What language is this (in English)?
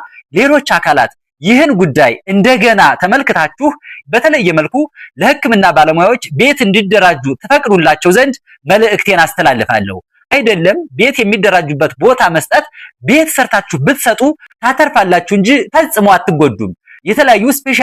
Amharic